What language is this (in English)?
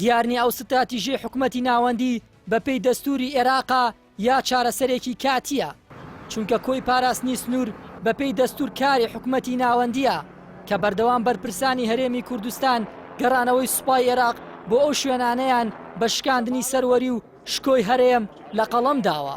Central Kurdish